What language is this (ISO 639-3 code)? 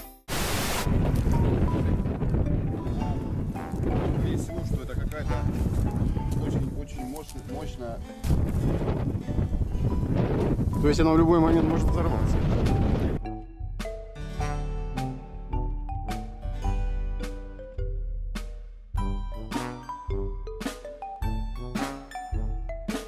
rus